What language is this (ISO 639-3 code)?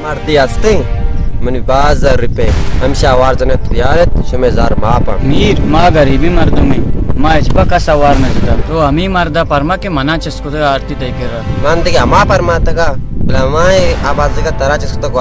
bal